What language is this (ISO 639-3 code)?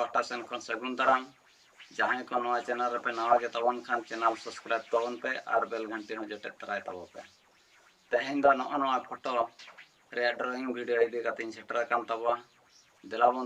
sat